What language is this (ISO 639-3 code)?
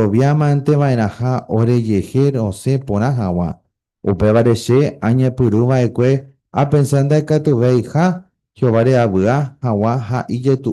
grn